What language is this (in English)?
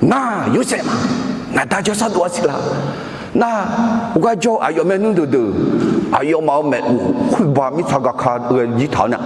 Akha